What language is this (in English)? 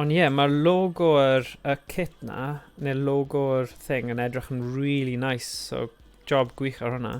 Welsh